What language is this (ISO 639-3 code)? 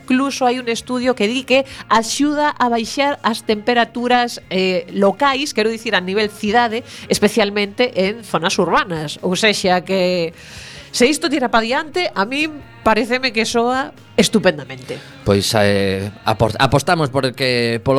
glg